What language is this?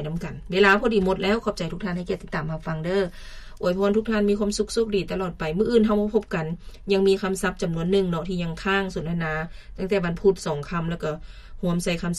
Lao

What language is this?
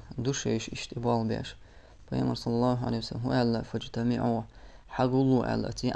Chechen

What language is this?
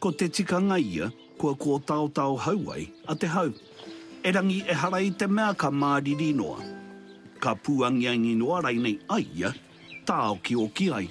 Māori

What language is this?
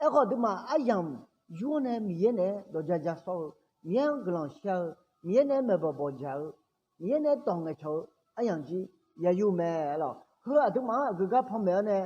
Akha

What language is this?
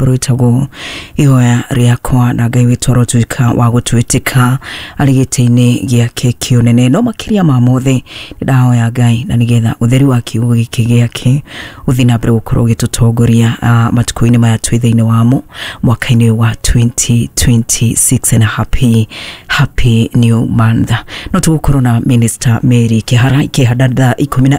Kikuyu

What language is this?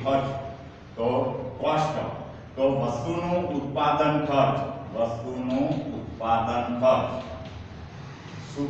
Gujarati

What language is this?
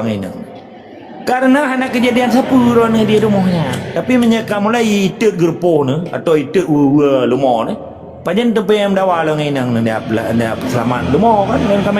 Achinese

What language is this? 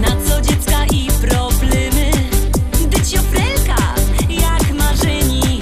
Silesian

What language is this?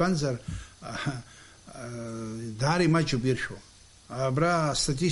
Abkhazian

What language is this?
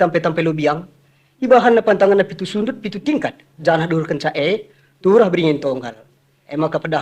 Batak Karo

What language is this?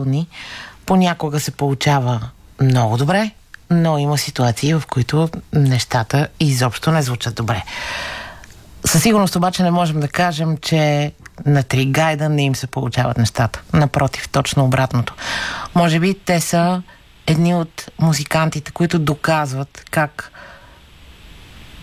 Bulgarian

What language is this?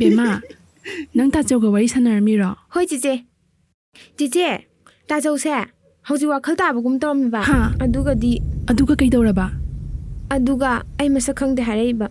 Manipuri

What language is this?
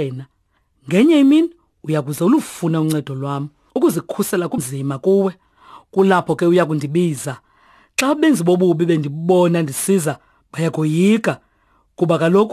Xhosa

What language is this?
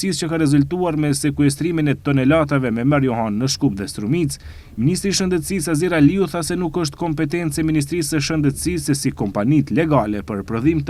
Albanian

